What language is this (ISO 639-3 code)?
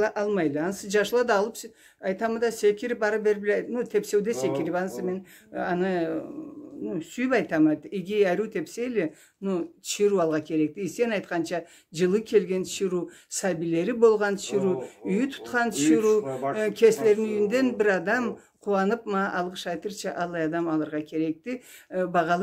krc